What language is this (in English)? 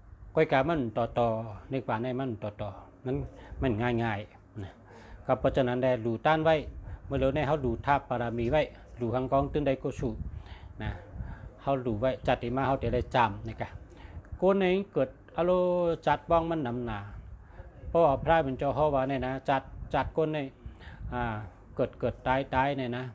Shan